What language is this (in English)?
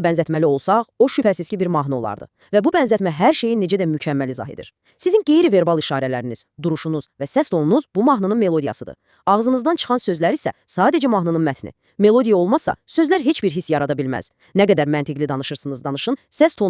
Azerbaijani